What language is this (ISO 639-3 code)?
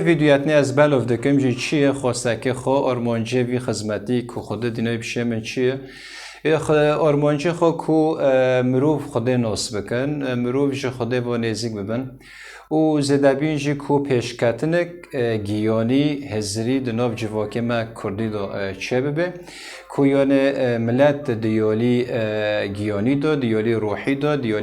kur